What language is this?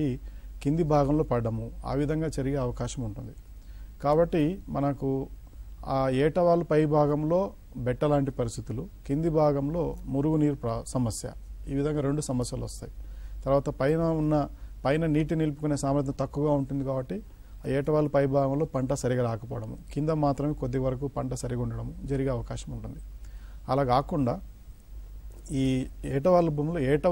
Telugu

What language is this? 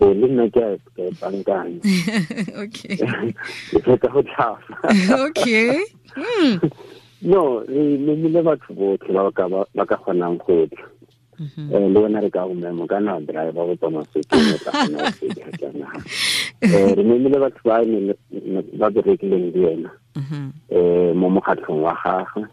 Tswana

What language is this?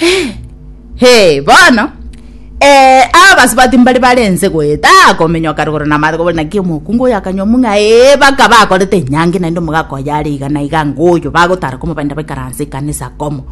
Gusii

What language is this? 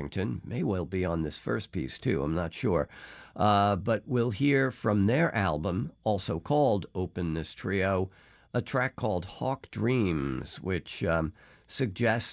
English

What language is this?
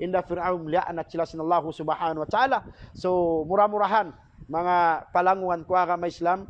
Tausug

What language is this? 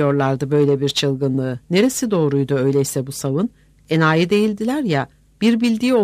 Turkish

